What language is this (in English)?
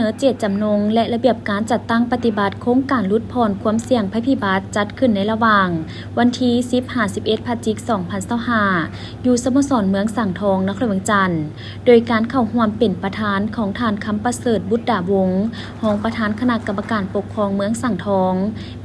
Lao